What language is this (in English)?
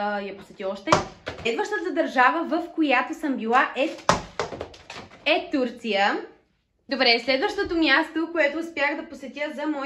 Bulgarian